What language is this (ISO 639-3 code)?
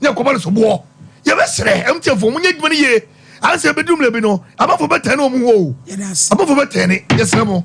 aka